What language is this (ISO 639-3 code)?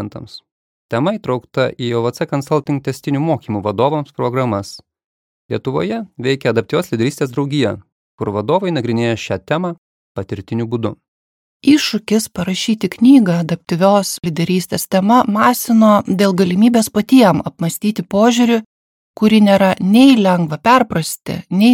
lit